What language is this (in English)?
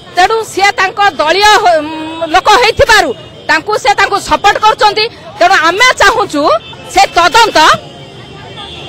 Odia